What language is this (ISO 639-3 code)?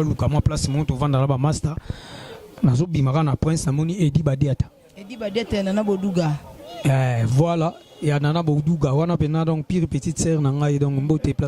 lin